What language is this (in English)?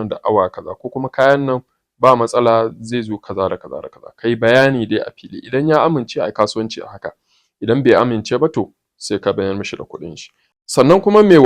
Hausa